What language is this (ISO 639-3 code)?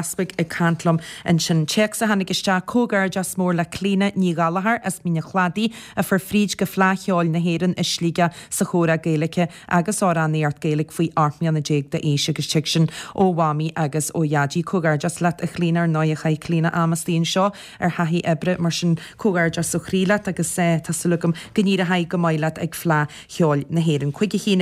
gle